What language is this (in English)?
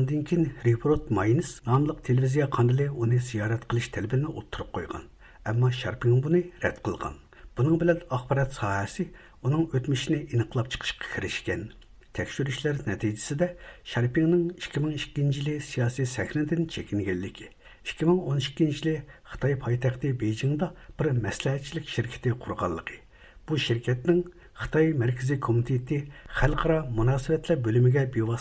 Uyghur